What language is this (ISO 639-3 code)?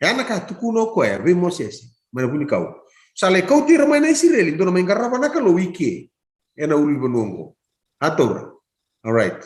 fij